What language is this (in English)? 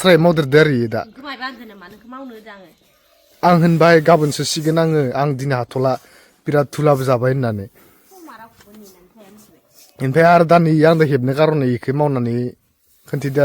Bodo